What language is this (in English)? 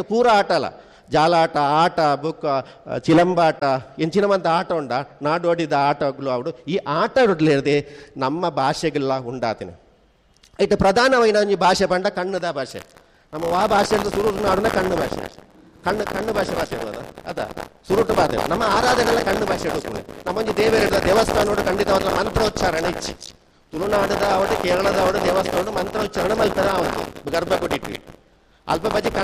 Tulu